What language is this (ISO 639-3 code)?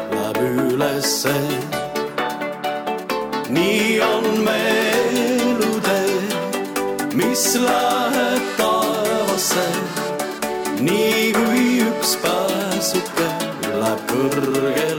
est